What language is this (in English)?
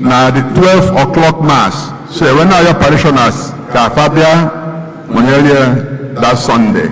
Igbo